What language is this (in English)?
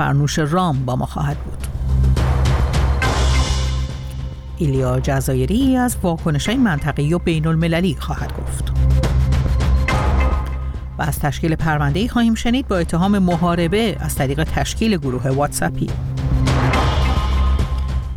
Persian